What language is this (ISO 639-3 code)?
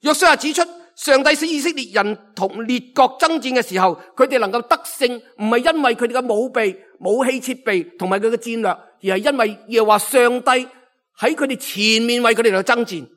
yue